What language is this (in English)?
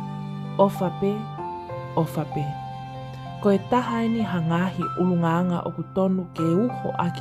Tongan